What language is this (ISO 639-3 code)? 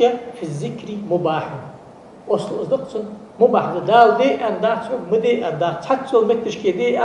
inh